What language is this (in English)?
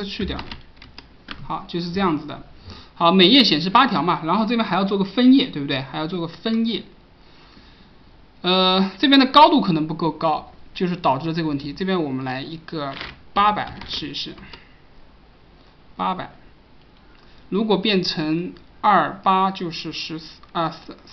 Chinese